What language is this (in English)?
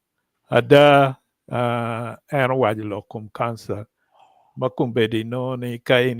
Acoli